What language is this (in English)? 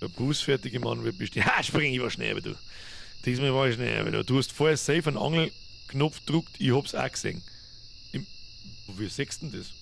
Bavarian